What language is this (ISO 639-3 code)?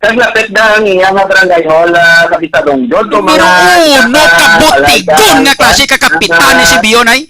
hil